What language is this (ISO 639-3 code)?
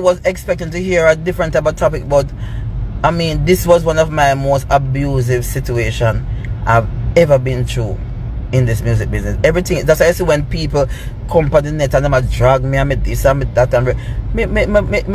jam